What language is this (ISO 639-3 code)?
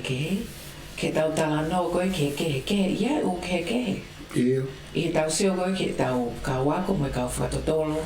ton